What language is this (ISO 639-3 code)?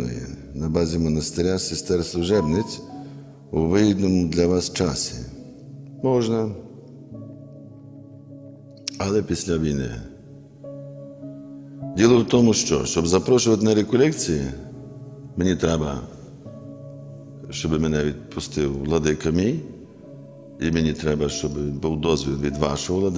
ukr